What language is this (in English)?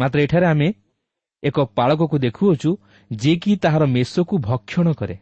Odia